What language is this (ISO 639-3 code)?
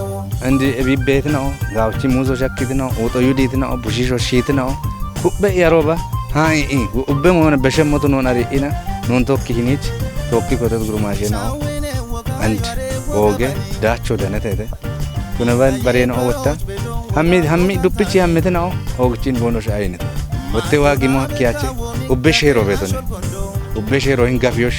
kbr